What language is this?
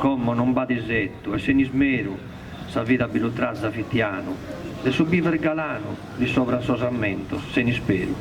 Sardinian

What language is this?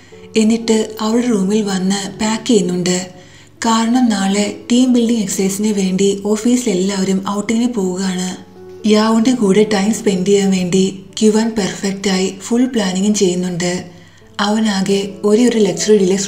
Malayalam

